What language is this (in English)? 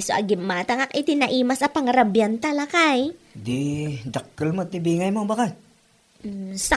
Iloko